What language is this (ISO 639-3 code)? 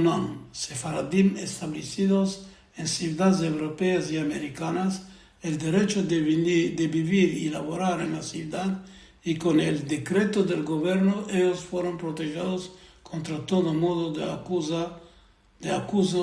lad